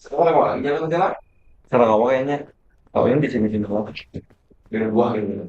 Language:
Banjar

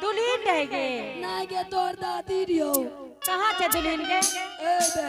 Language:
Angika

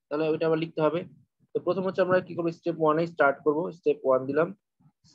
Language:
Bangla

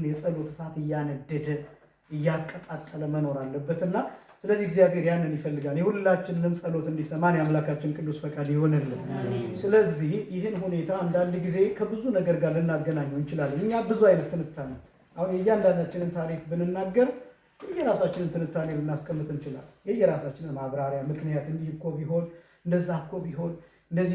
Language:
Amharic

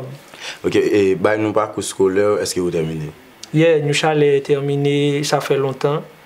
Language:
Haitian Creole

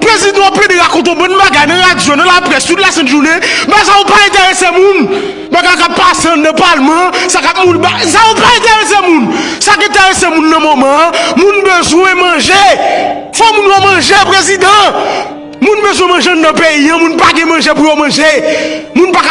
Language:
Haitian Creole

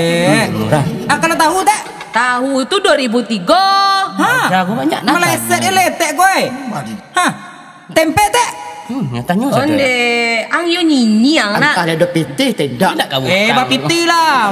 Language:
Minangkabau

